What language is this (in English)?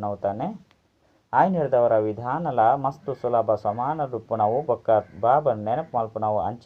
Tulu